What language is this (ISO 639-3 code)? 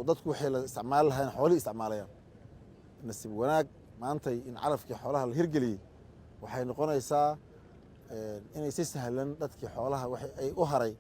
som